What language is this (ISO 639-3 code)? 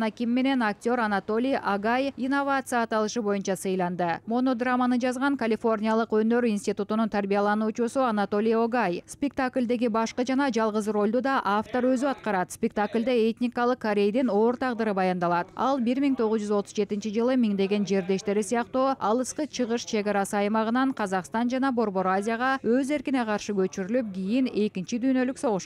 kir